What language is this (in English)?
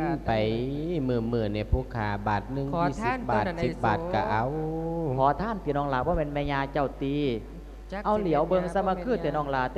Lao